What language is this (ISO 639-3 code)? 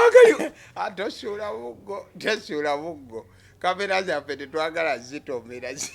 lug